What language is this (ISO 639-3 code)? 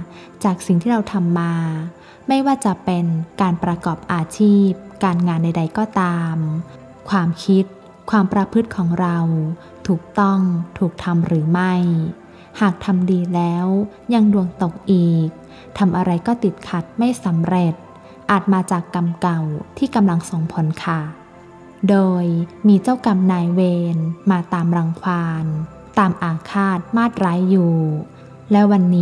tha